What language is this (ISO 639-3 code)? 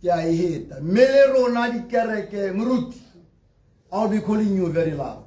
tsn